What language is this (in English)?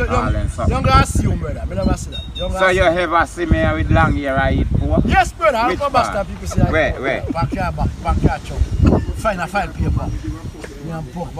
Jamaican Creole English